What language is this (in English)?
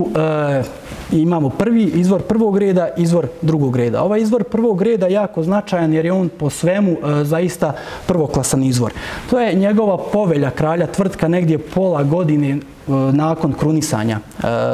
Serbian